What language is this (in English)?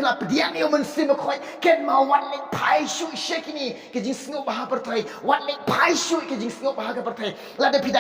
Khasi